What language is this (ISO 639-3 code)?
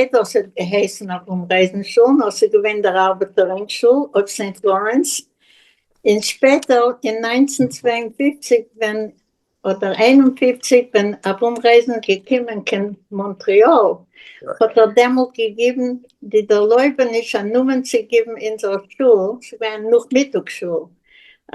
yid